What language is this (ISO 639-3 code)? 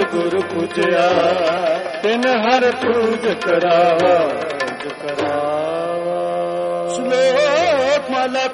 pan